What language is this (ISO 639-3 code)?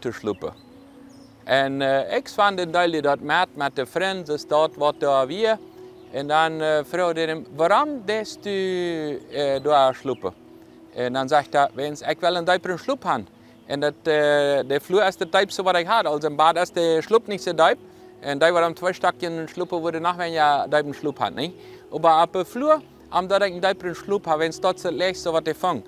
pdt